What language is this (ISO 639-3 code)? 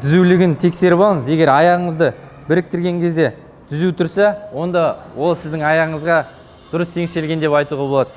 kaz